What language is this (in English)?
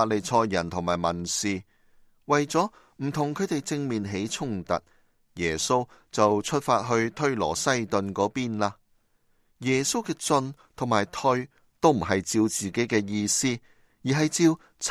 Cantonese